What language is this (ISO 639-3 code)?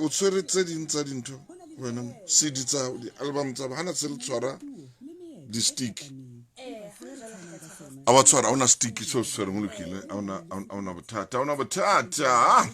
sot